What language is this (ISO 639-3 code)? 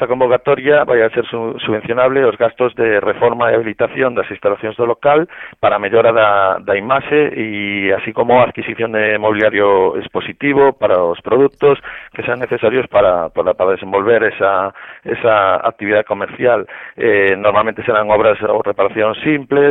glg